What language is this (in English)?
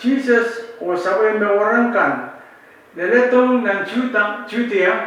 Pohnpeian